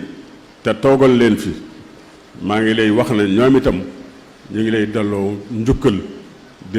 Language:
Wolof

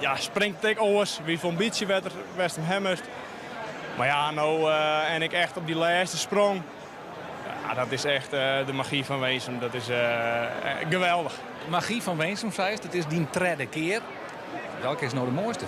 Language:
Western Frisian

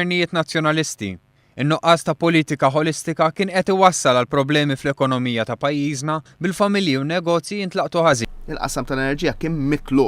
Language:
Maltese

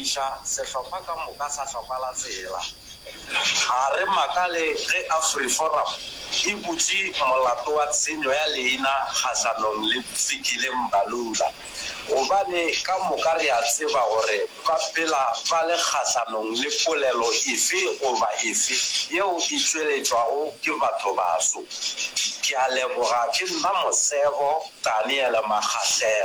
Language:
Northern Sotho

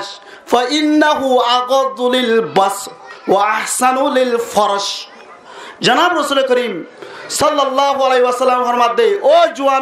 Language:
Rohingya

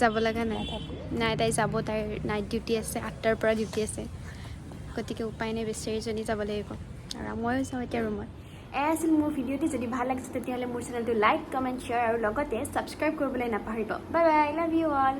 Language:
Assamese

